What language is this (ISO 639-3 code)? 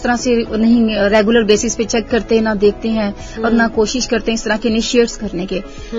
urd